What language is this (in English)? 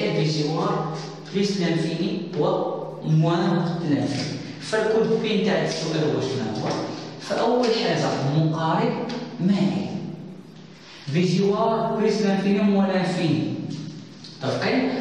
Moroccan Arabic